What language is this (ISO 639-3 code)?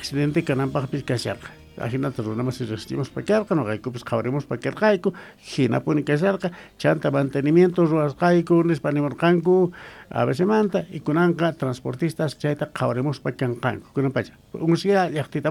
que